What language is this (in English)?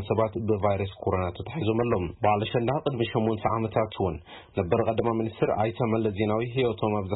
Tigrinya